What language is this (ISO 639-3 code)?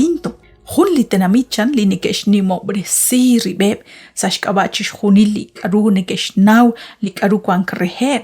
kek